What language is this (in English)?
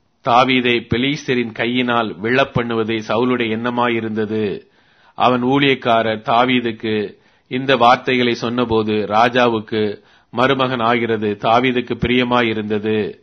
Tamil